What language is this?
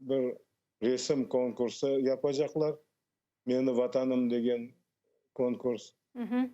Crimean Tatar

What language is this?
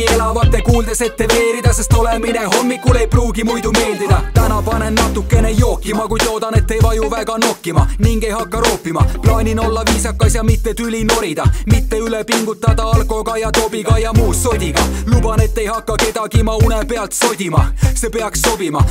Estonian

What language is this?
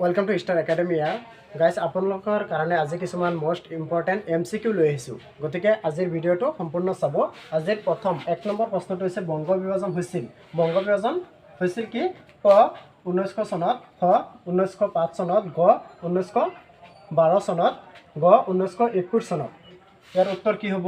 Assamese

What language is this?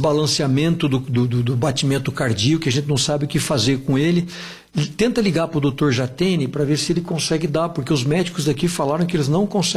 Portuguese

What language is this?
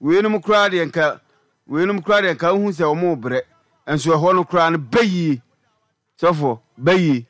Akan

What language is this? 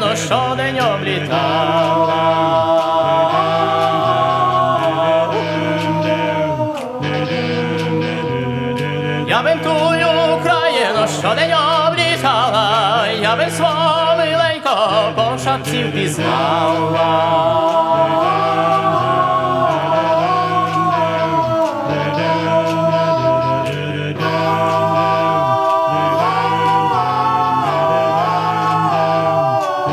Ukrainian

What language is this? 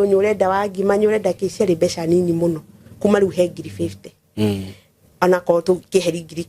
Kikuyu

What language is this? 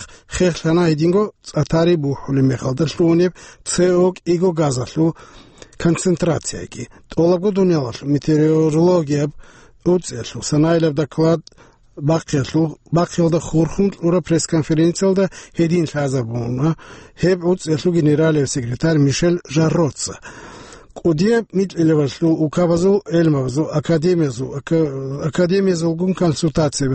Avaric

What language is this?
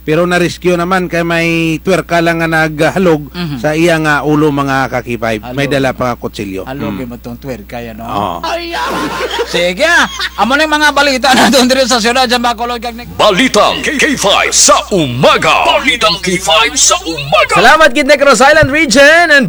Kinaray-a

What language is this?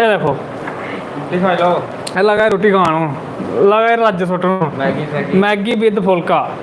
Dogri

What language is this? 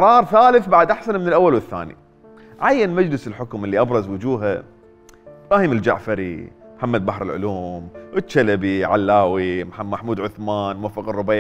Mesopotamian Arabic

